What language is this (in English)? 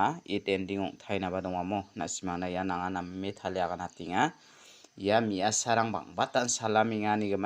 Garo